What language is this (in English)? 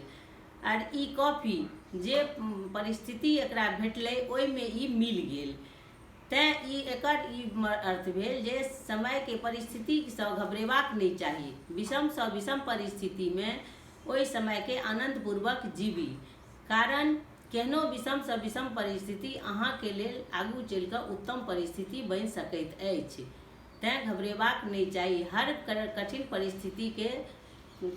Maithili